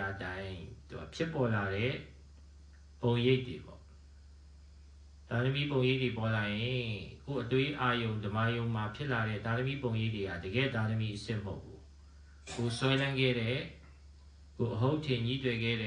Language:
Burmese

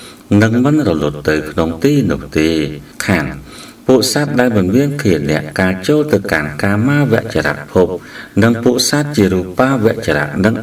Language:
Khmer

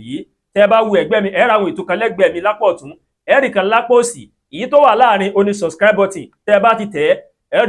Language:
Yoruba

